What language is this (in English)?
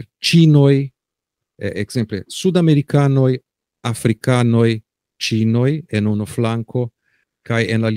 Esperanto